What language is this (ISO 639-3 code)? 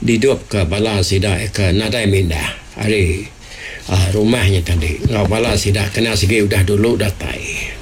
iba